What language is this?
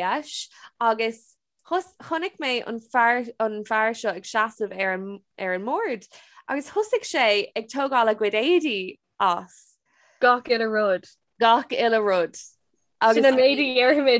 Irish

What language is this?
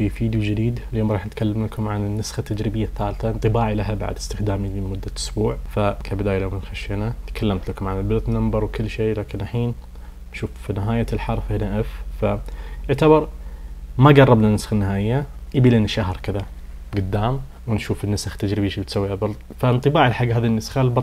Najdi Arabic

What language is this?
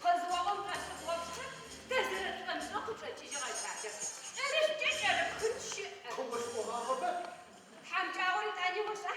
Adyghe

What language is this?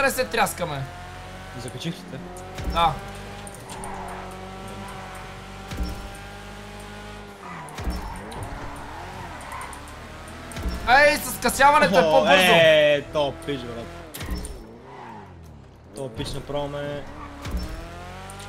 Bulgarian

